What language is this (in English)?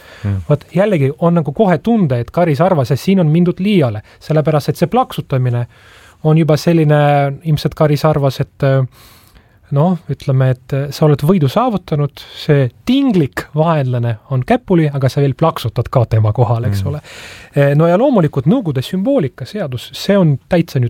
Estonian